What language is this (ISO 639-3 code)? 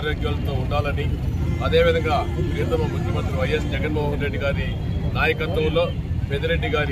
tel